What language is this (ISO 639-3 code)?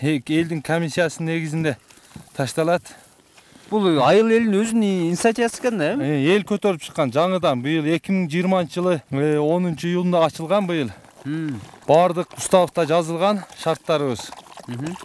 kir